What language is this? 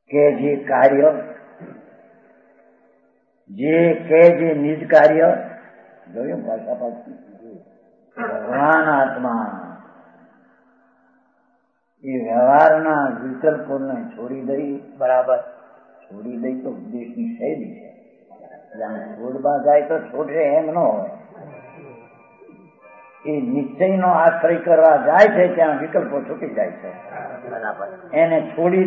Gujarati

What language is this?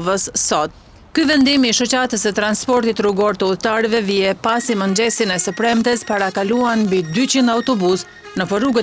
Albanian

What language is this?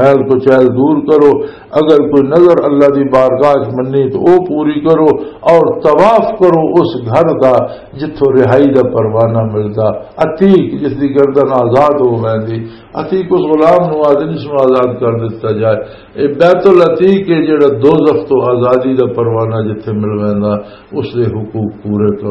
Western Panjabi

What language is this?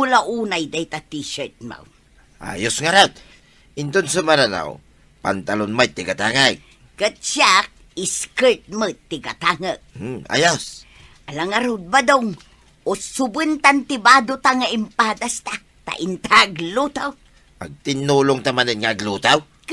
Iloko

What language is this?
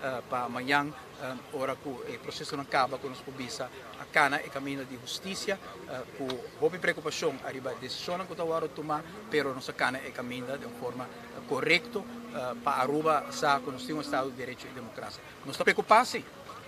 Papiamento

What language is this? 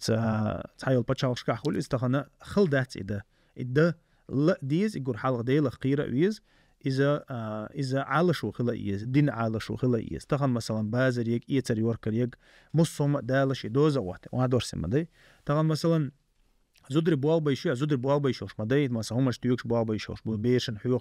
Chechen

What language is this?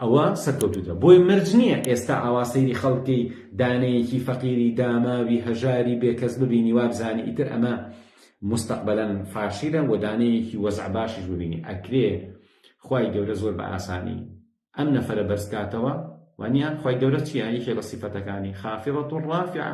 Central Kurdish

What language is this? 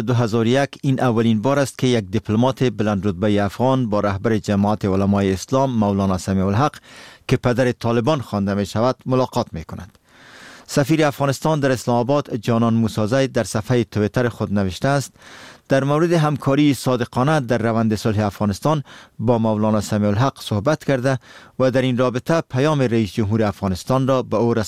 Persian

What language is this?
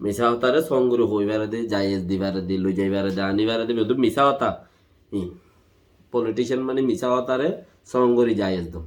Rohingya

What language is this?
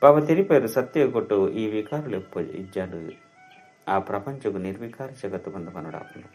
Tulu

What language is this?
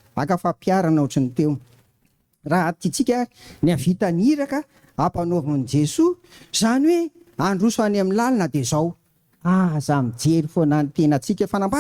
Malagasy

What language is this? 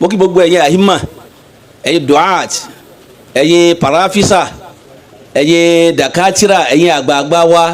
Yoruba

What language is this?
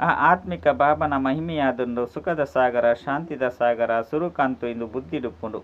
Tulu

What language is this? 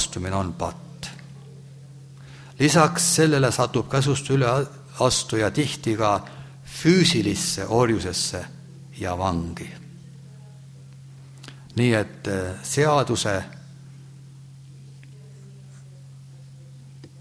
Estonian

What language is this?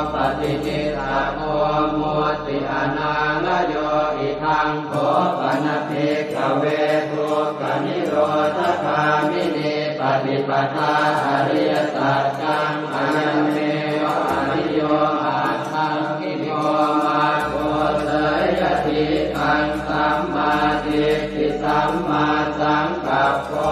Pali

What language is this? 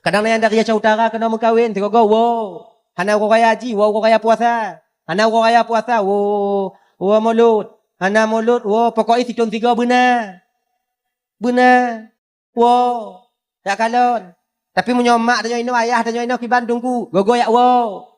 Achinese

